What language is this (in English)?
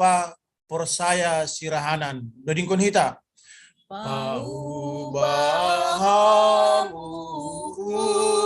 Batak Simalungun